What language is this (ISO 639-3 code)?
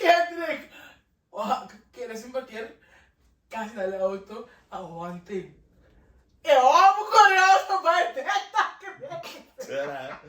pap